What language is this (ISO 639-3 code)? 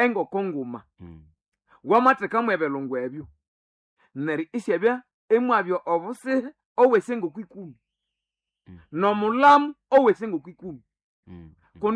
nnb